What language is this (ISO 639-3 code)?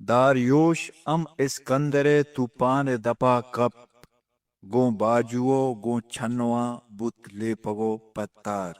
bgp